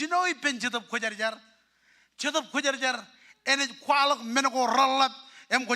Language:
Marshallese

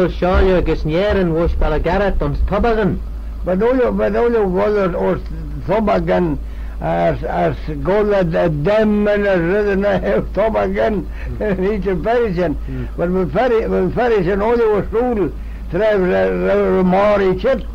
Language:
Manx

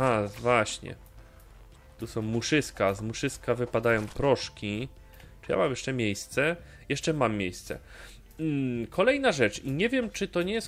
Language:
Polish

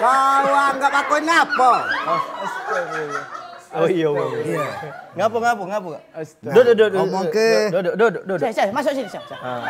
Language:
Musi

